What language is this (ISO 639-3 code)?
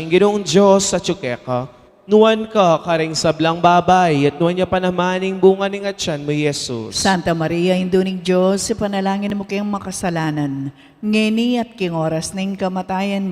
pam